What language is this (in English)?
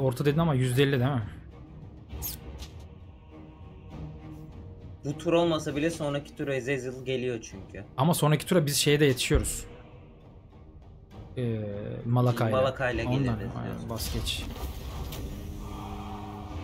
Turkish